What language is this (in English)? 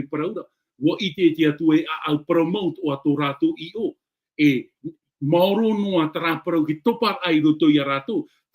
Tahitian